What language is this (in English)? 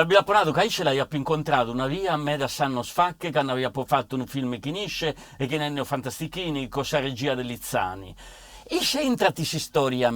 Sardinian